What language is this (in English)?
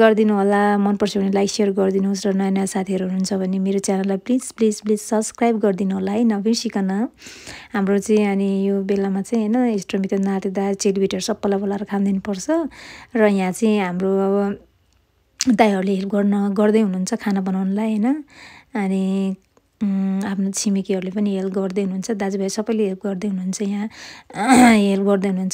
Nepali